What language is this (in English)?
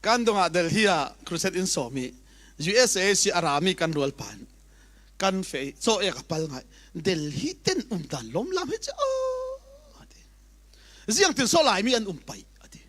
Falam Chin